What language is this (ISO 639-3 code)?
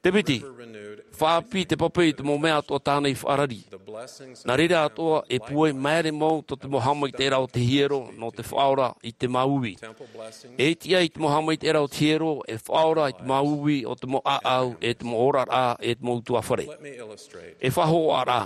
tah